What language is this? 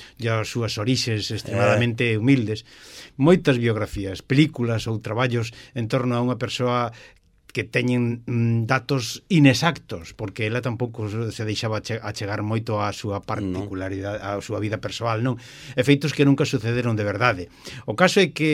Galician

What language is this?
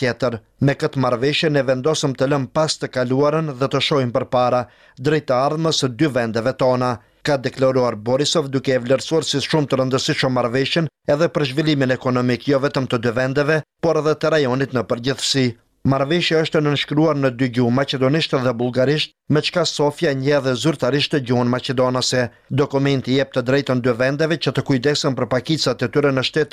Albanian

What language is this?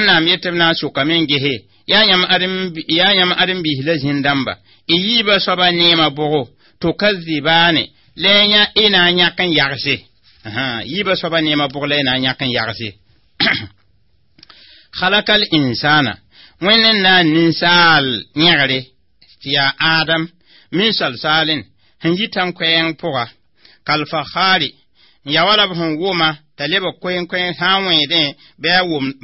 Mossi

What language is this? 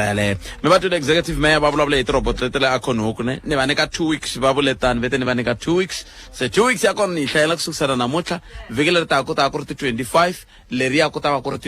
Tsonga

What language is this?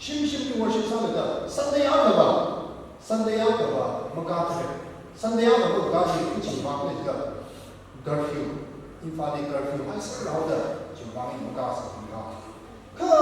Tangkhul Naga (India)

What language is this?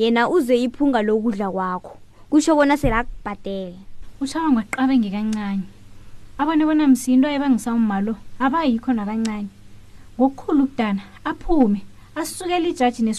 South Ndebele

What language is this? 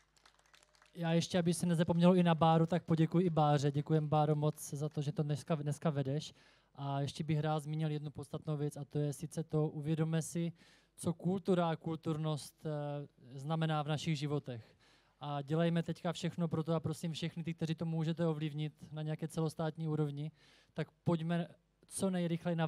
Czech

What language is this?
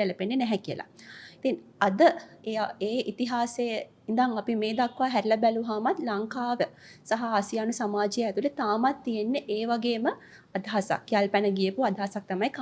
Sinhala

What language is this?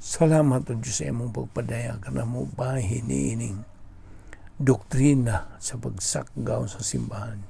Cebuano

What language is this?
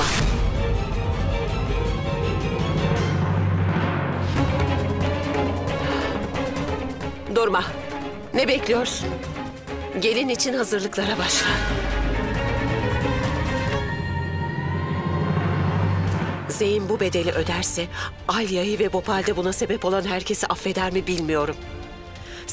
Turkish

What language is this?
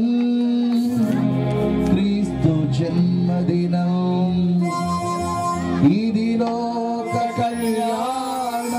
Telugu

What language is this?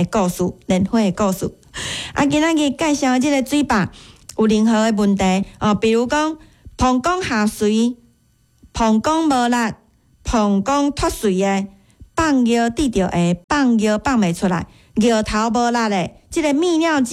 Min Nan Chinese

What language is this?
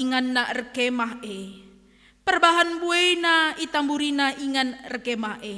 Batak Karo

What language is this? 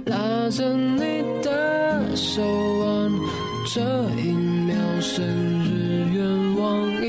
Chinese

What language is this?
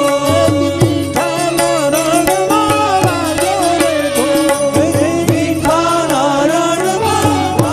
Gujarati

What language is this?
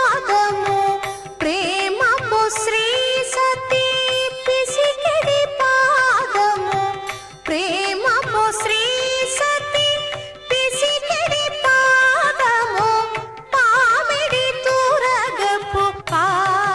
Telugu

